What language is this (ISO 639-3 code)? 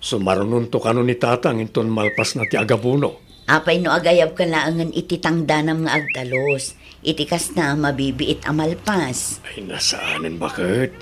ilo